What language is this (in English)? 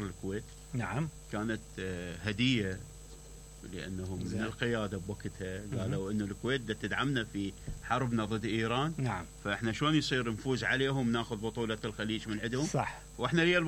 Mesopotamian Arabic